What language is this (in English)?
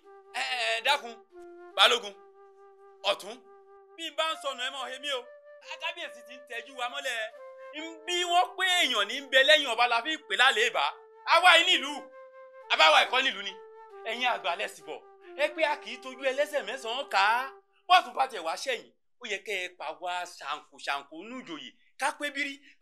Yoruba